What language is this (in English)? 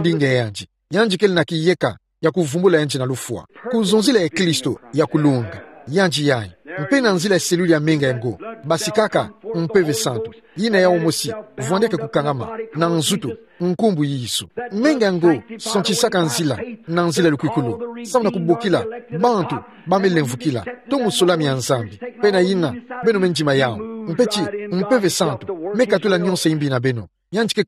Kituba (Democratic Republic of Congo)